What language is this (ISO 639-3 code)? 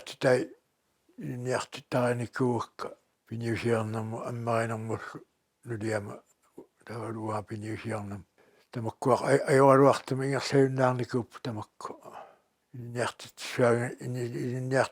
kal